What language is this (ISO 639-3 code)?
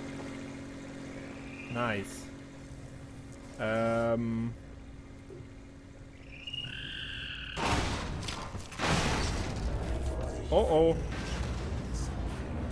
deu